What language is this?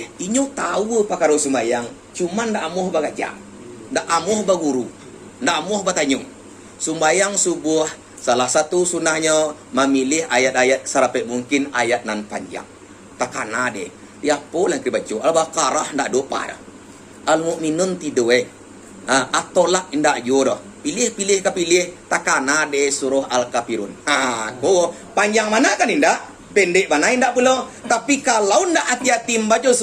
Minangkabau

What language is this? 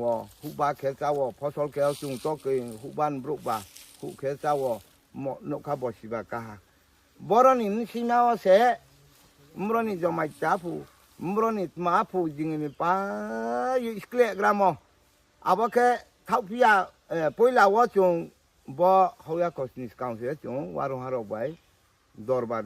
Riang (India)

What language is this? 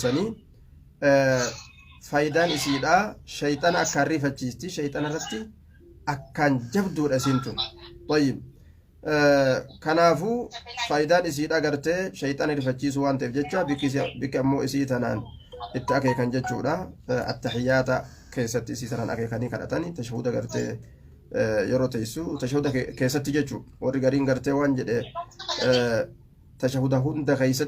Oromo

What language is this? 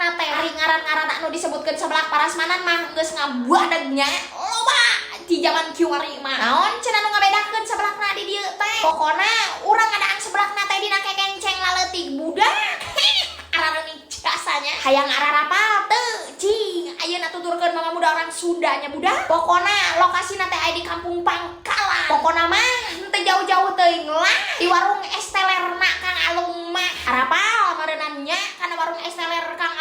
Sundanese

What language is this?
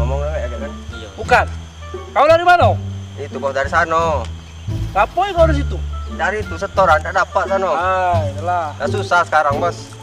Musi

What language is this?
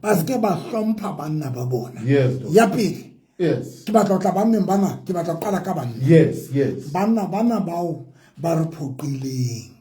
Southern Sotho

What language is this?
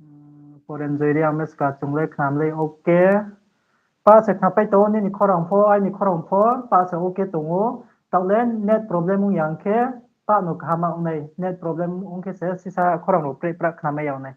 Riang (India)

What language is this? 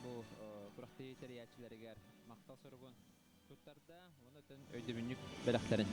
Yakut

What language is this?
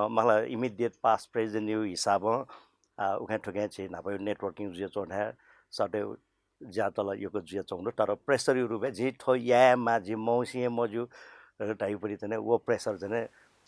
Newari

